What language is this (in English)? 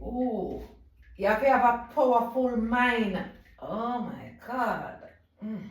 Jamaican Creole English